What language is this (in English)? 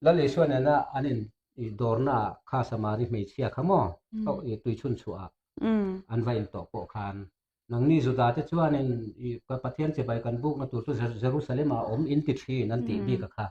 Mizo